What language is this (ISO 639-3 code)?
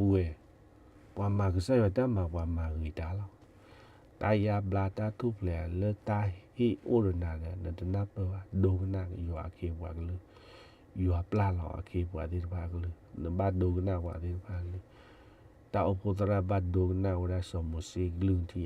ksw